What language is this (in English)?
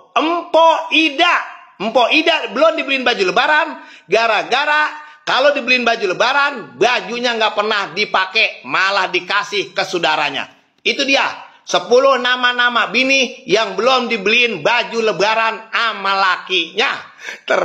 Betawi